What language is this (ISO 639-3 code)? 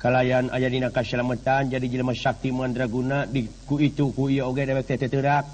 sun